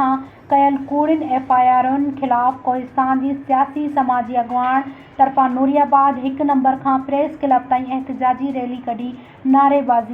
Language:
Sindhi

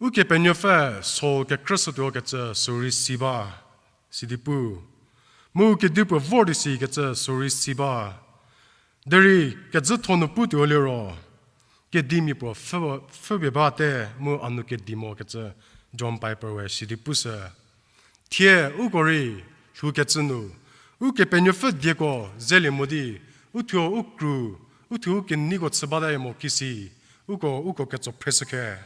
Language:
Angami Naga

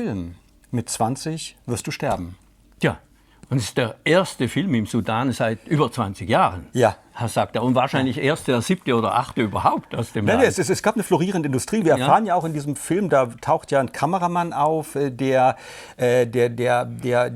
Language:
German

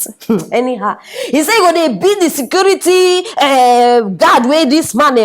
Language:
Nigerian Pidgin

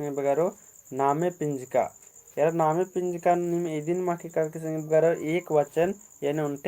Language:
Kurukh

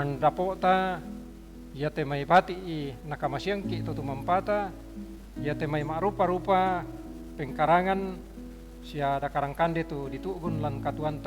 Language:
Toraja-Sa'dan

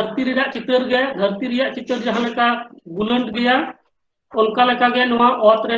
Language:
Santali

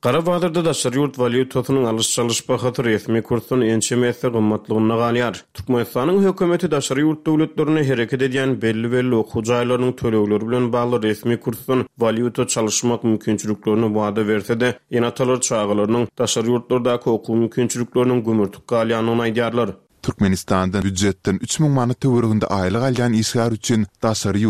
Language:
Turkmen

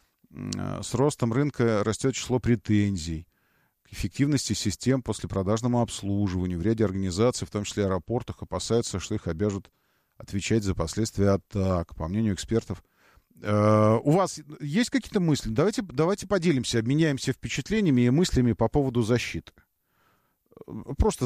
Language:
Russian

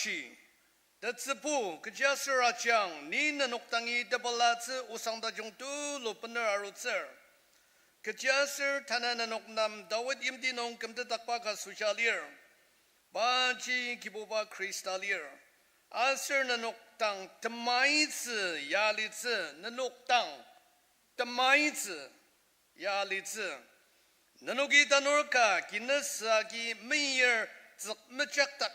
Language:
Ao Naga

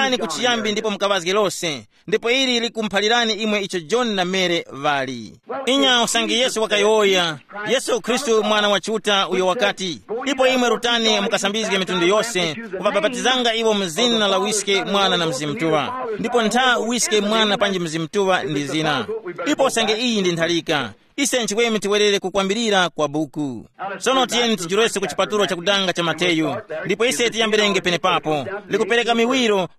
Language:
Tumbuka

